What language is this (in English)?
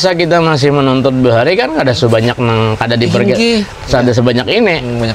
Banjar